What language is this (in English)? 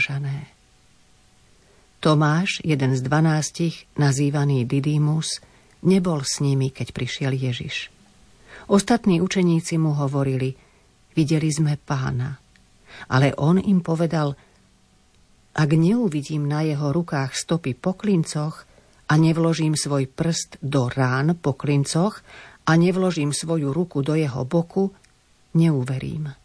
Slovak